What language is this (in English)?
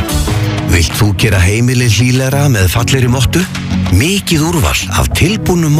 Icelandic